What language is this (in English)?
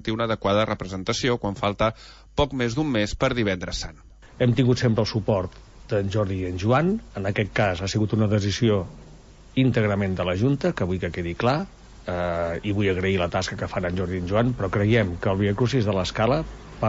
Catalan